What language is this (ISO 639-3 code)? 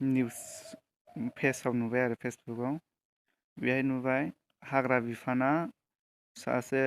brx